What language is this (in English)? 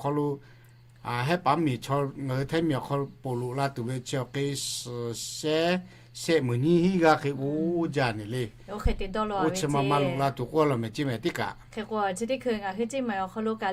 Lahu